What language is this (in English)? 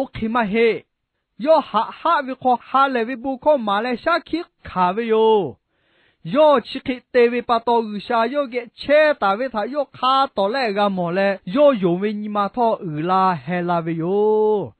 Lahu